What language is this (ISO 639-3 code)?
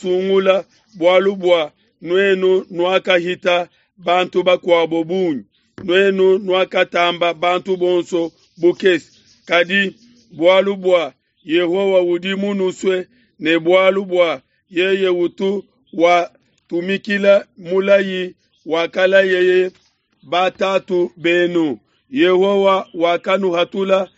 lua